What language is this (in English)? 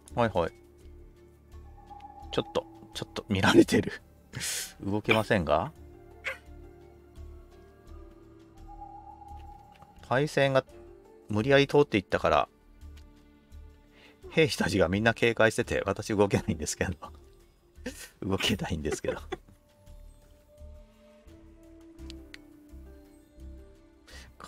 Japanese